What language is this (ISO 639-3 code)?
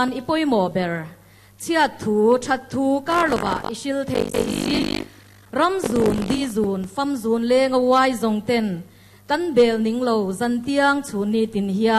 lus